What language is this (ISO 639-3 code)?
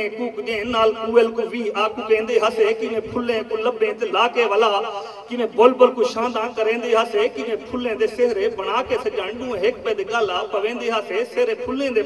skr